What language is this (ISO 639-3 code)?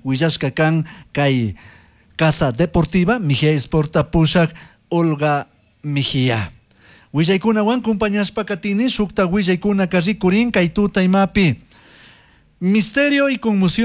qug